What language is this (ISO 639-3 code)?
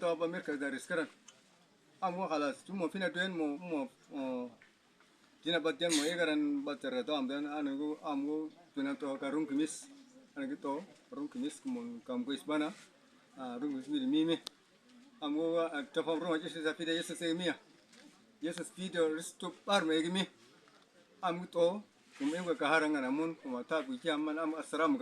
udu